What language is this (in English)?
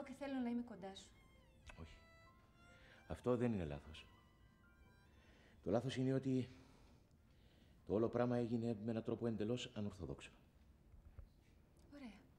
Greek